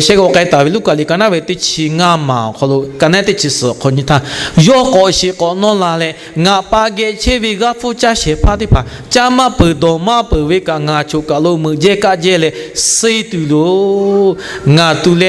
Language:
Lahu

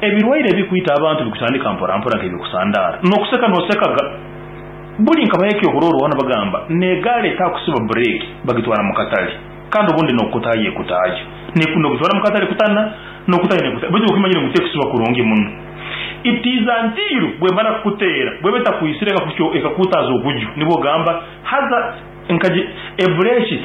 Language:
Nyankole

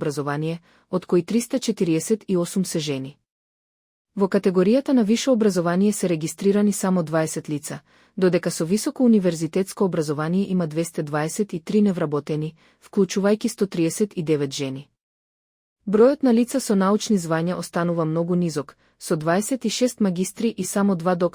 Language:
Macedonian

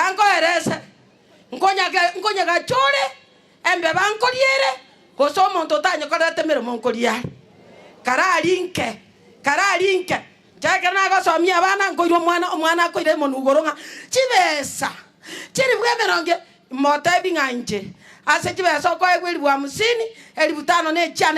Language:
Gusii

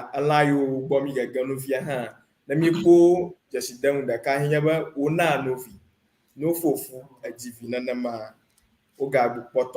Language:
Ewe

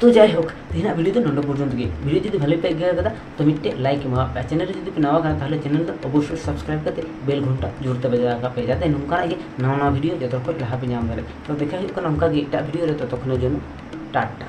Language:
Santali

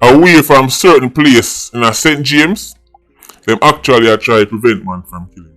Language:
Jamaican Creole English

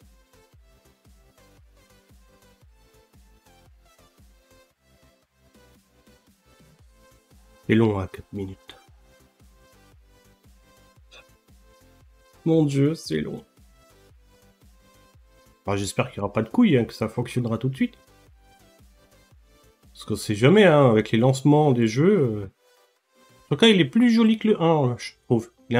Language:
French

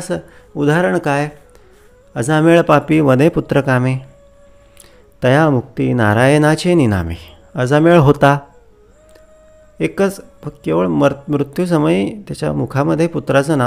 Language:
Marathi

